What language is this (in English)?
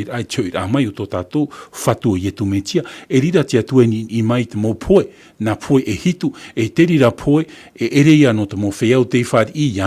Tahitian